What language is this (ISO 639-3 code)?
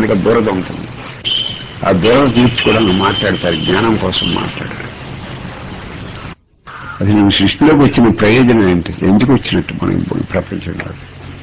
tel